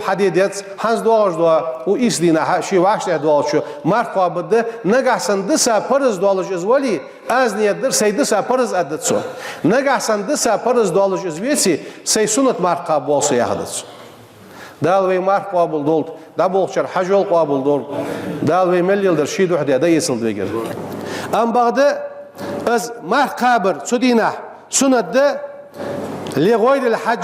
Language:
Ingush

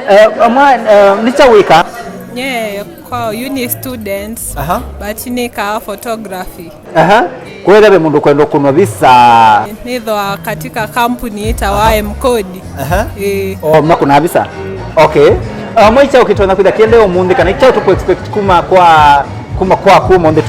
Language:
Kamba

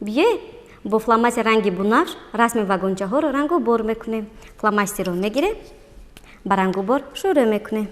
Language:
Tajik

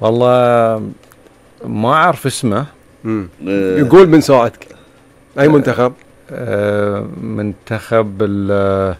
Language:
Gulf Arabic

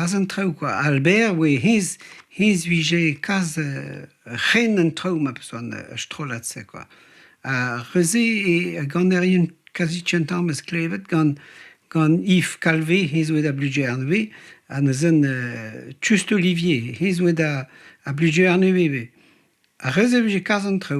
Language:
Breton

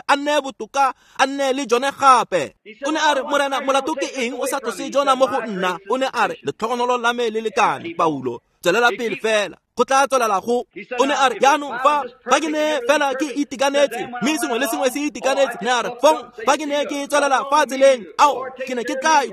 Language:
Tswana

